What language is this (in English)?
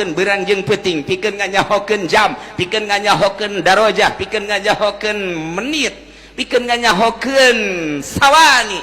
Sundanese